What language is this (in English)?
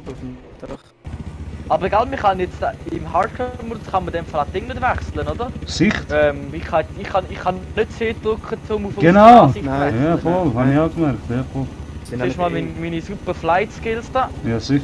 Swiss German